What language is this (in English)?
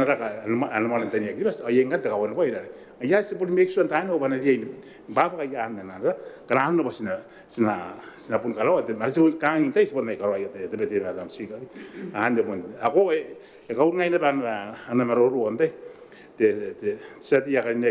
Gilbertese